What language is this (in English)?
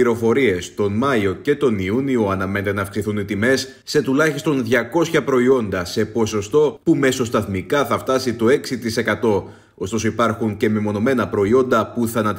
Greek